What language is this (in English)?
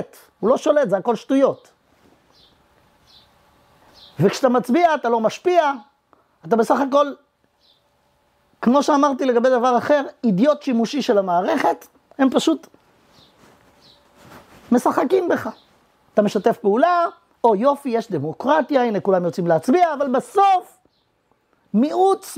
Hebrew